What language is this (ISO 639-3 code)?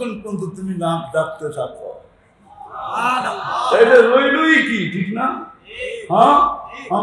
ben